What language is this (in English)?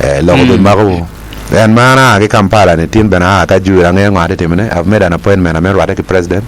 Acoli